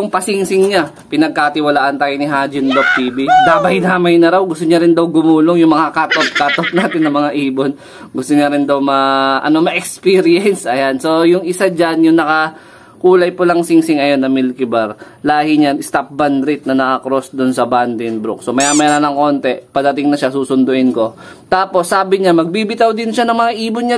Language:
Filipino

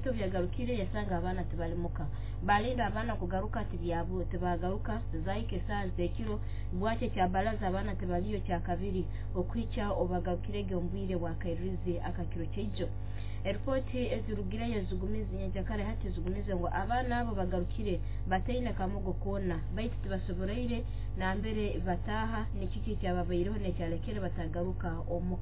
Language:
Nyoro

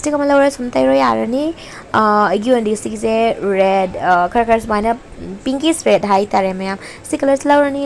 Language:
Manipuri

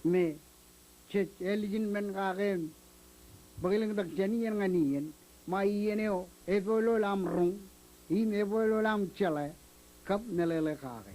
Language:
Marshallese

